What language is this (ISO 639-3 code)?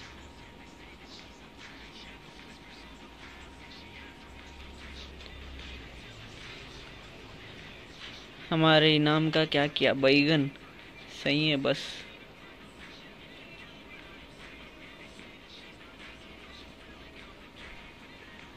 hin